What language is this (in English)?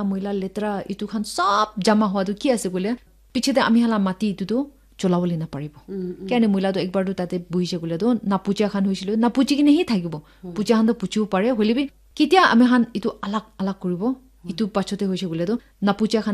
Naga Pidgin